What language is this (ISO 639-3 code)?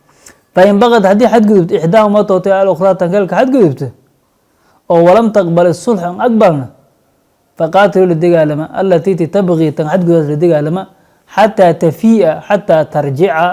som